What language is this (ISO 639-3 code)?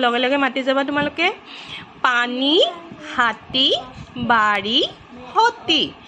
asm